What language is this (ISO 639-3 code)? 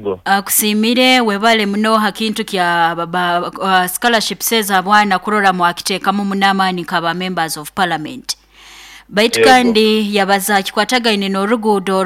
nyo